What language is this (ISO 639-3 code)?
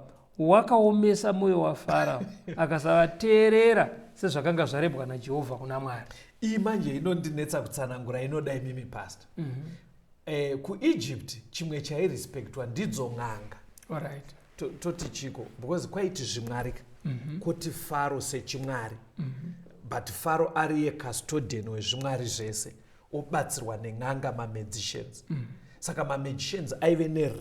sna